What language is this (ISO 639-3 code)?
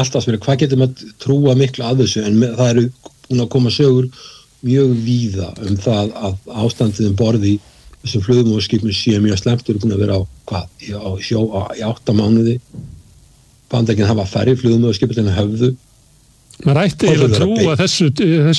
isl